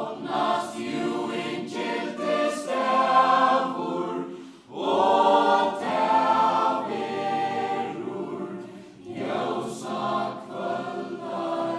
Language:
Faroese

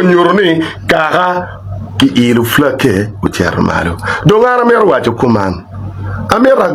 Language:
Acoli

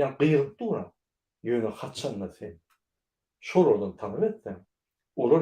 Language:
Turkmen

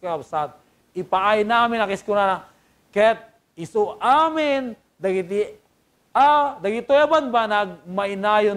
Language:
Iloko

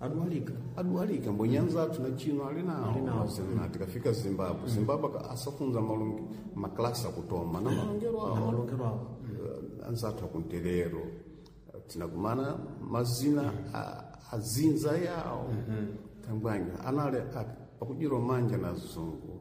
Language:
Sena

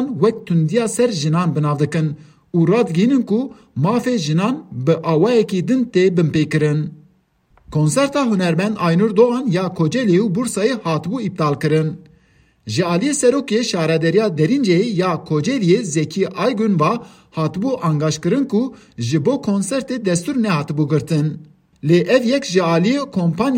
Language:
Kurdish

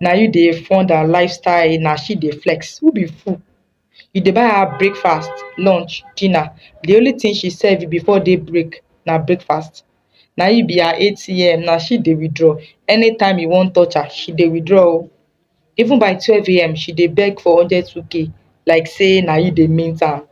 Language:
Nigerian Pidgin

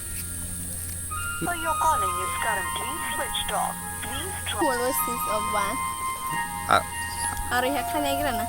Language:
Kok Borok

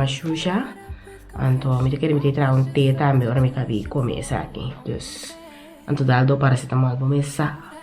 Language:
Papiamento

